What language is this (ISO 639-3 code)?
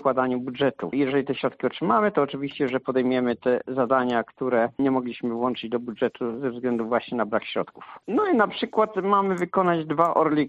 pol